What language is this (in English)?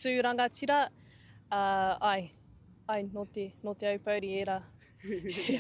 Māori